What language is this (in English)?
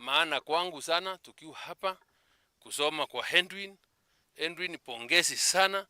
Meru